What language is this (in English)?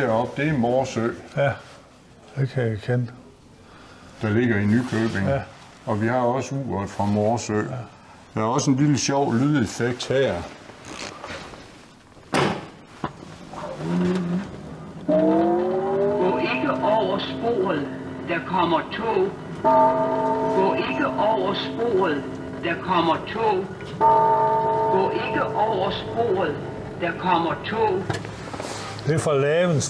Danish